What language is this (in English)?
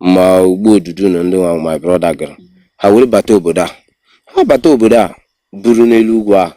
Igbo